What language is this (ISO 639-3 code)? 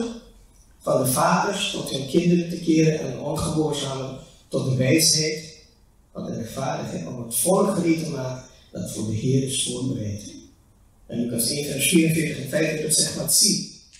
nld